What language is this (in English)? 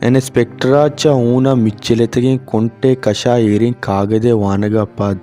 Baluchi